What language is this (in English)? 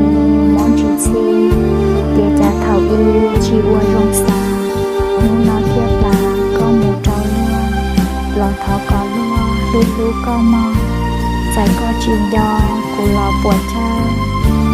Hmong